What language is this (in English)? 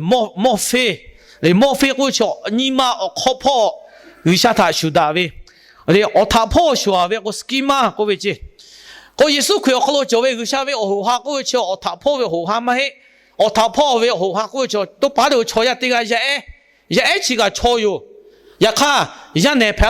Lahu